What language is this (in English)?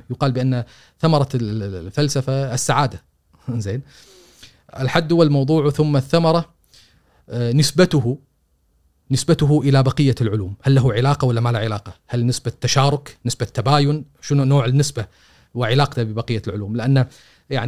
Gulf Arabic